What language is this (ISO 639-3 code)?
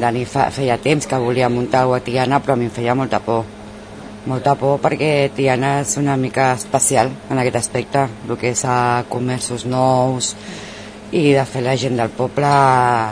cat